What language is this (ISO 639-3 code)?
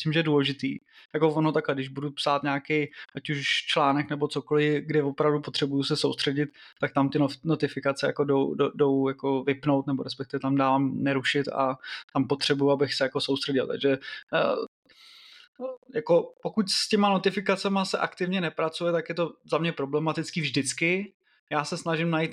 ces